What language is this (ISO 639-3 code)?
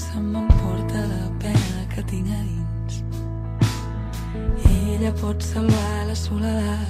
cat